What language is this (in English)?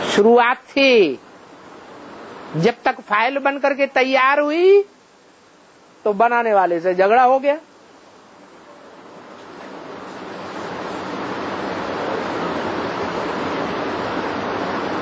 Hindi